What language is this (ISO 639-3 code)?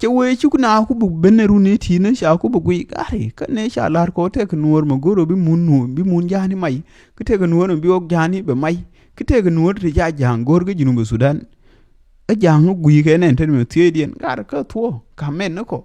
nus